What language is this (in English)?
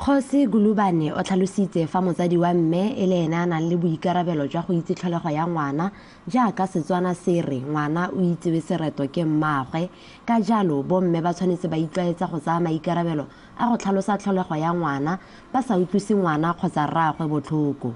Tswana